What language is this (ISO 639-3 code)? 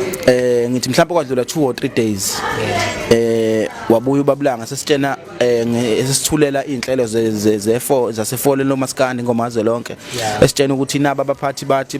zul